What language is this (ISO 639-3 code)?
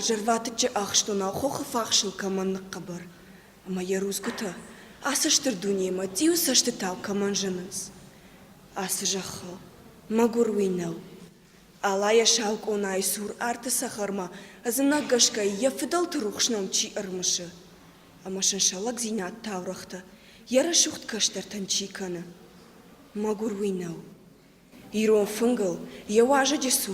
oss